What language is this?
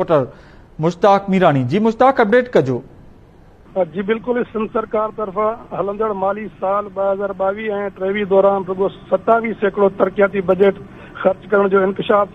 Sindhi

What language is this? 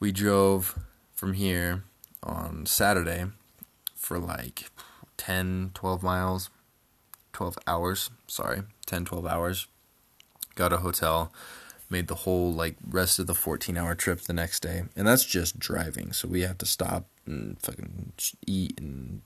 English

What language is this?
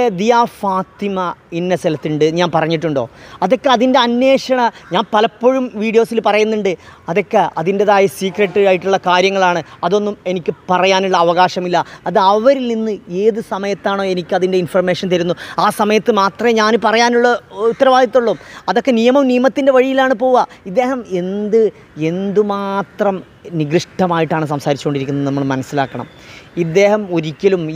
Malayalam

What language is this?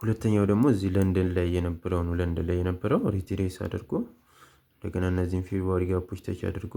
Amharic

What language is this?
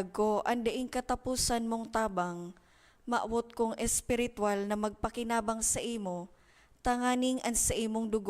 Bikol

